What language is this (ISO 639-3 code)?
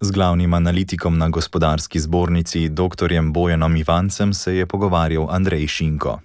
slv